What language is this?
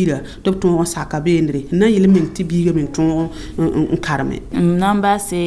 Mossi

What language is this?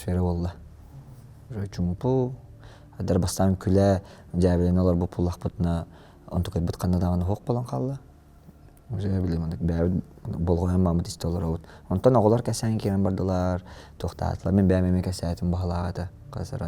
Yakut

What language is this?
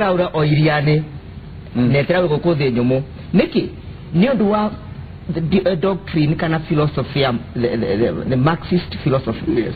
Kikuyu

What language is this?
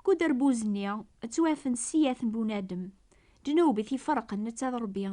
Kabyle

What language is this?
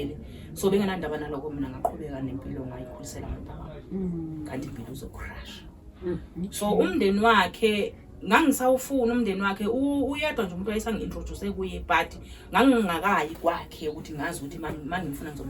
Zulu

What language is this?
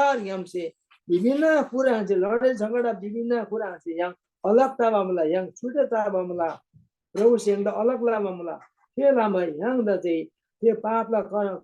Eastern Tamang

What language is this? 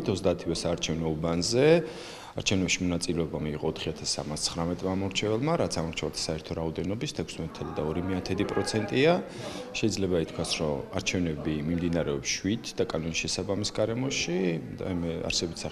Georgian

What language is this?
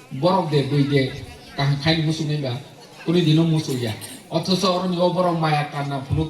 Kok Borok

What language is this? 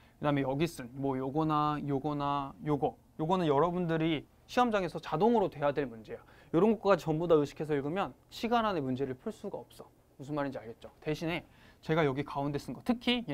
Korean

